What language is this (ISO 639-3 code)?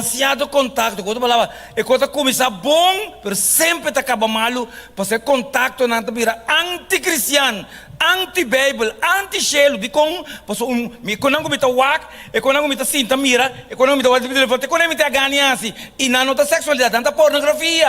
pap